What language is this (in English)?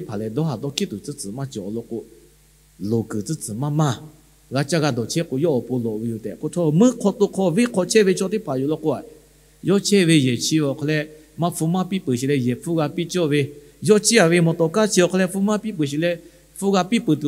Lahu